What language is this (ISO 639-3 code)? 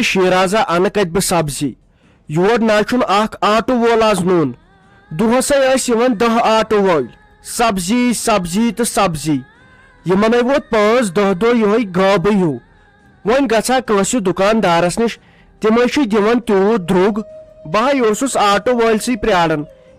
kas